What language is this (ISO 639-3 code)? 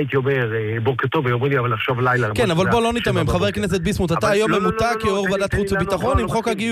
heb